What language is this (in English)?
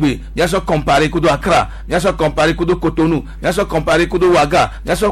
Gen